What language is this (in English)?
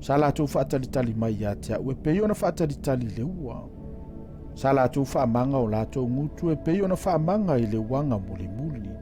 Samoan